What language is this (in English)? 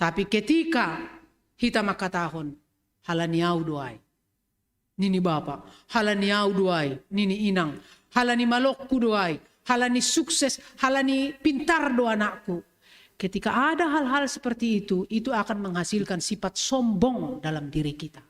Batak Simalungun